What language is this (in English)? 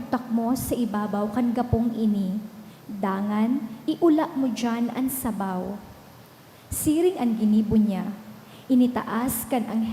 Bikol